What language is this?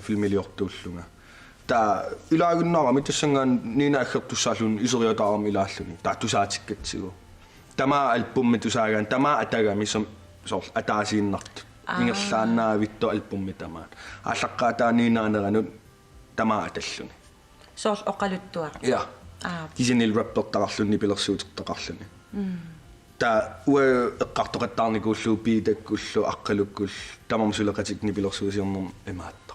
Kalaallisut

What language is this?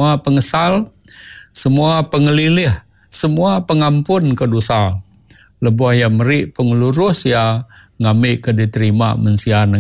Iban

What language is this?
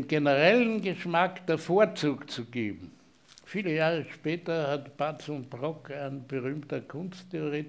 German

